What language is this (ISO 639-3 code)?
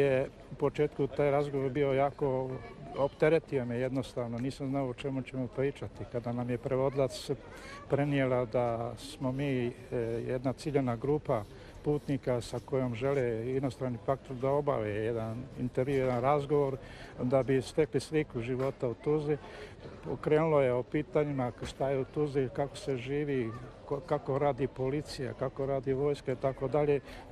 bos